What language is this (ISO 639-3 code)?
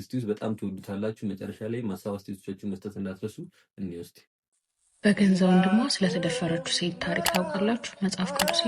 amh